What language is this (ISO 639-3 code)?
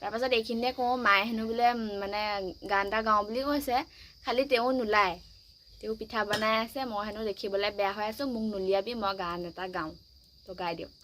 asm